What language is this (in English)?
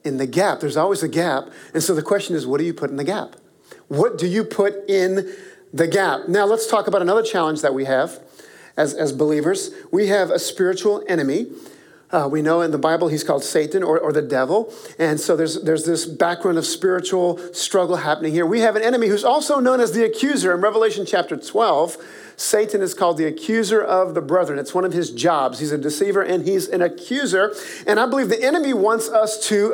English